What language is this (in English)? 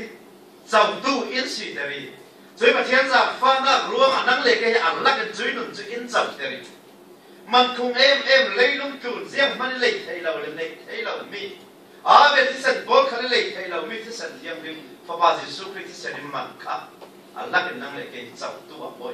Falam Chin